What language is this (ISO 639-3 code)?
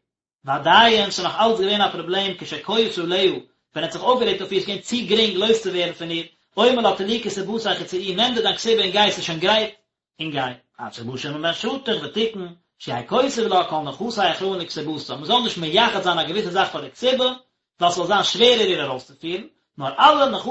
yid